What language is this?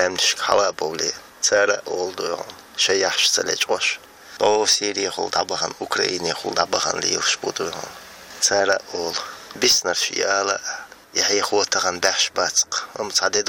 Chechen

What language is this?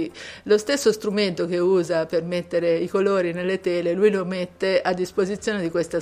Italian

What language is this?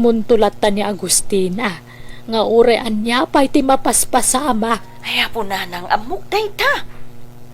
Iloko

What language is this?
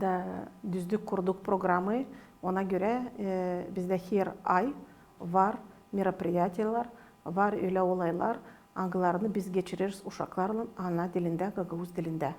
Gagauz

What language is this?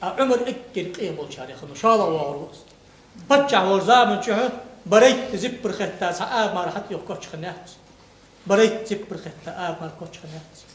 Ingush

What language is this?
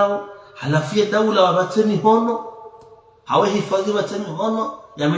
Ngazidja Comorian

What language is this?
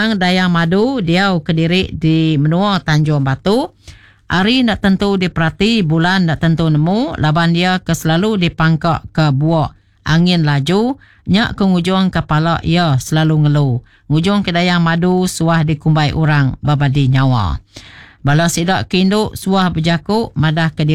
Iban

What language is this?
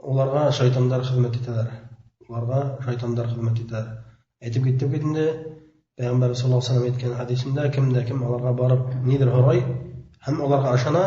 Bashkir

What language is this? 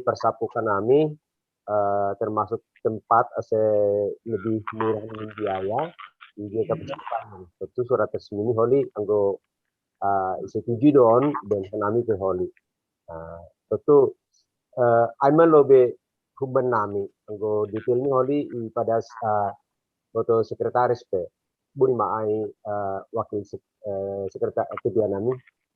Batak Simalungun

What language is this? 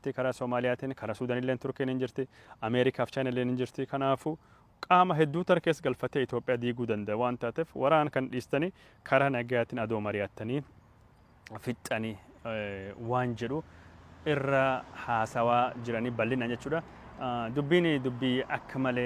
Oromo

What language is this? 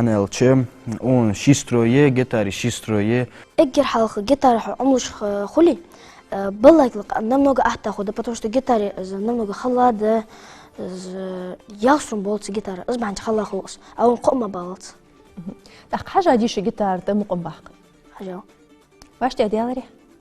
Ingush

